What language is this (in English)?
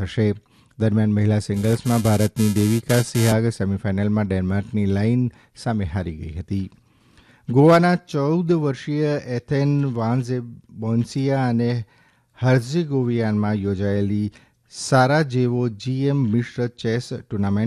Gujarati